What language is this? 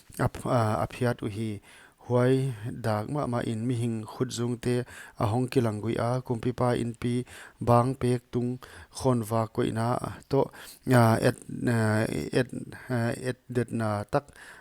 Paite Chin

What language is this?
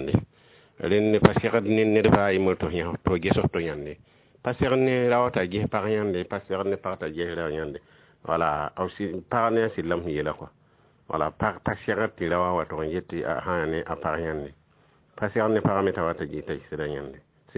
Mossi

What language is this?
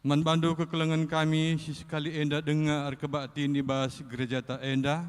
Batak Karo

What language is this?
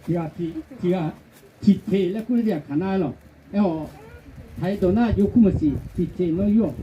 Akha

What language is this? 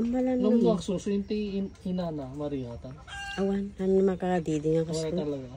Iloko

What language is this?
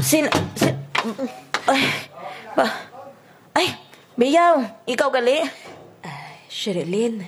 Hiligaynon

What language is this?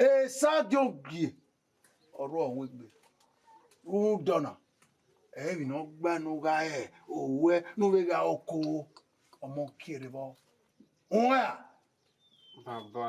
Bini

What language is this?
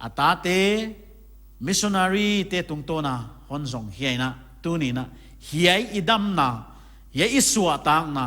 Paite Chin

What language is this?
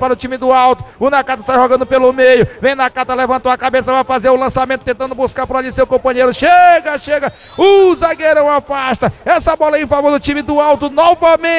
Portuguese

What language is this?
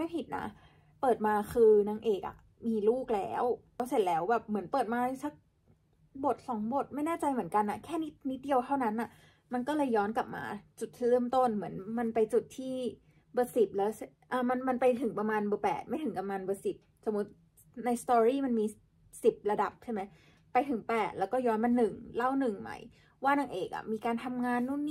Thai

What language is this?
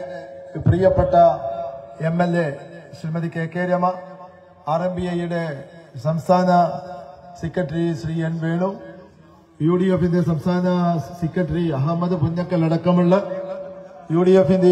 Malayalam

